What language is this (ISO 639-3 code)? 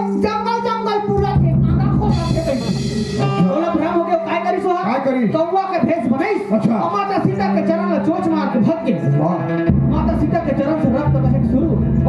hne